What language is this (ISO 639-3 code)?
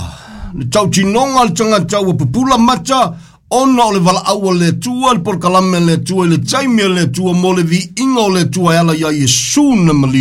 smo